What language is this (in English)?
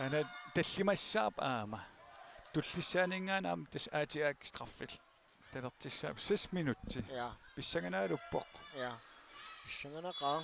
Kalaallisut